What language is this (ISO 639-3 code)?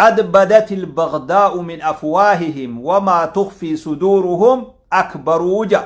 orm